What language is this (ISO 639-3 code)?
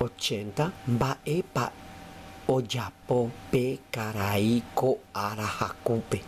grn